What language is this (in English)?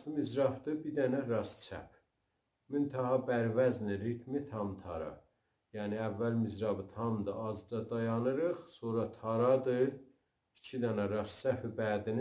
South Azerbaijani